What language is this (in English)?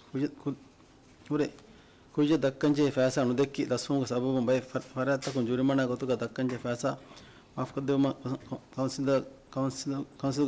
Divehi